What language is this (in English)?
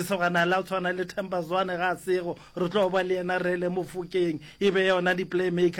Northern Sotho